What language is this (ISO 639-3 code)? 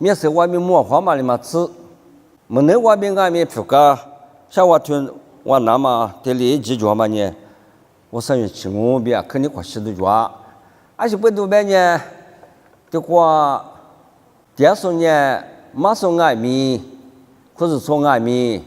lis